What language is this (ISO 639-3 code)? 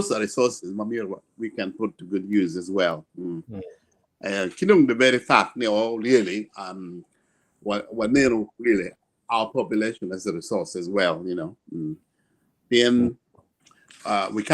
ach